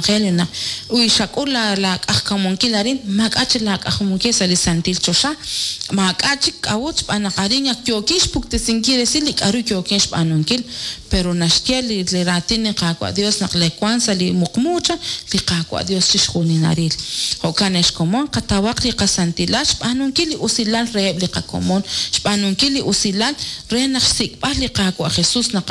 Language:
Kekchí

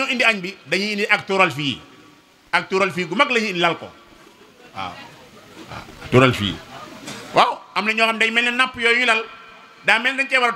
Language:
Wolof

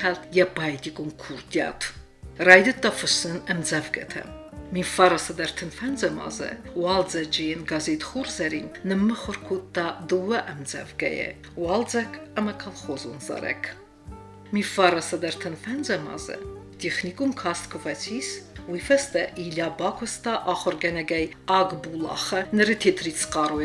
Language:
Ossetic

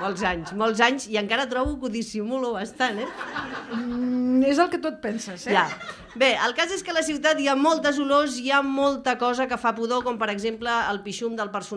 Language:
Catalan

